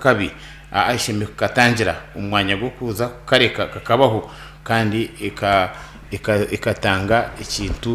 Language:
Nyankole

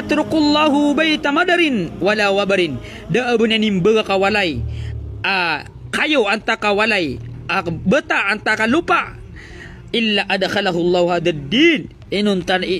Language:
Maranao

